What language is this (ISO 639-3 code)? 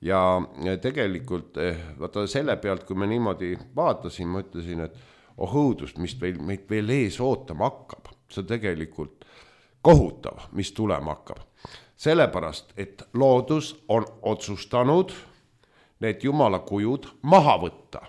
est